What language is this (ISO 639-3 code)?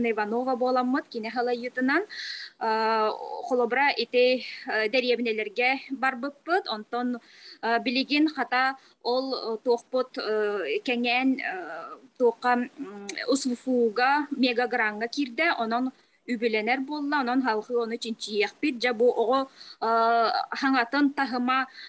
sah